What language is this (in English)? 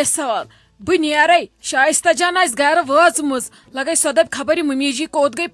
Kashmiri